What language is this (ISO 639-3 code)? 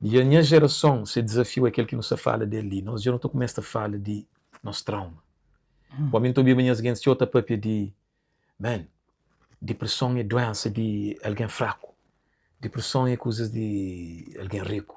kea